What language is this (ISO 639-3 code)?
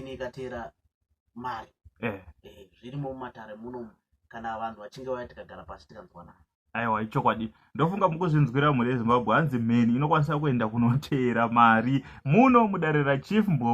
sna